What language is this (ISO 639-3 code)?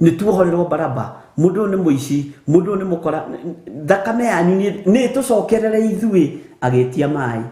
kik